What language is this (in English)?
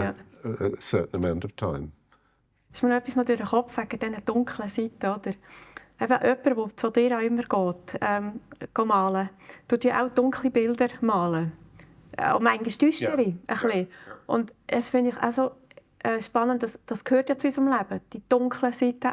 Swiss German